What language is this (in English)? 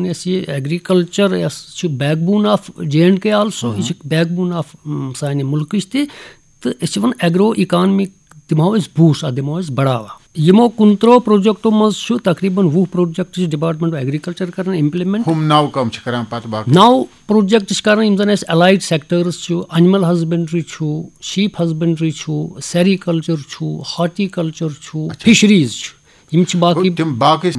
Kashmiri